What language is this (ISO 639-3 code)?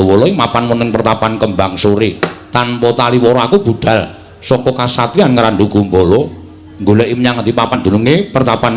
jav